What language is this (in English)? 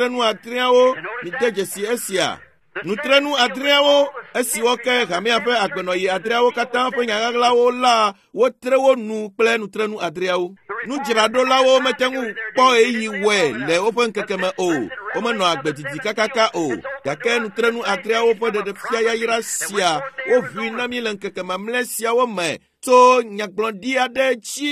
Ewe